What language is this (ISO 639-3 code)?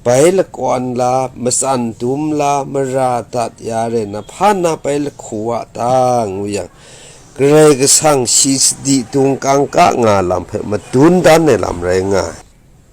kac